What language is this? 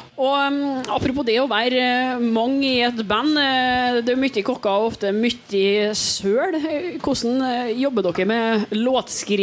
Norwegian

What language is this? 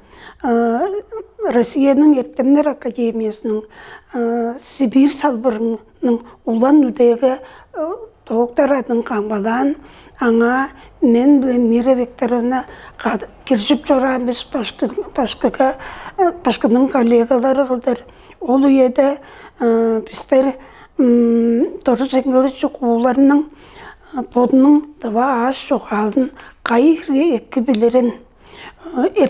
Tuvinian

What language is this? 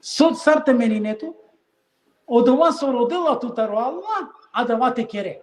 Balkan Romani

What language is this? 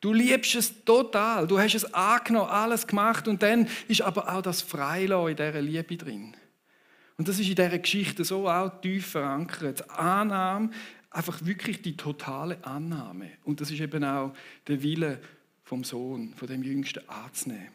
Swiss German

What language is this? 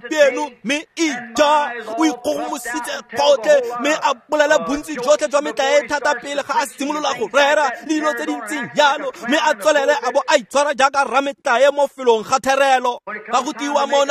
Tswana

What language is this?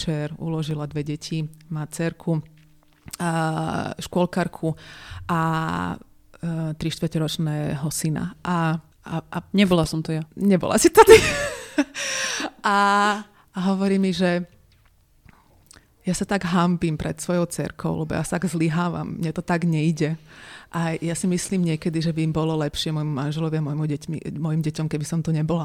Slovak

